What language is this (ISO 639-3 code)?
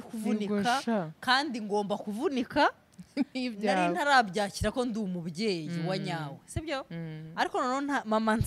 kin